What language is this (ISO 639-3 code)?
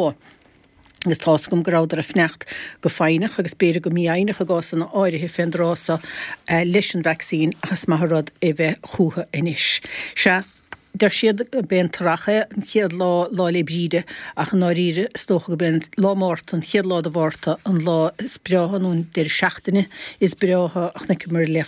gle